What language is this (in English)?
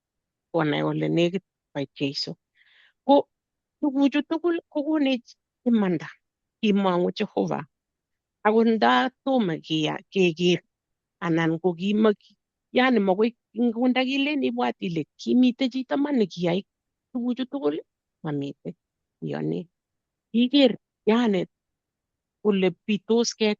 Kalenjin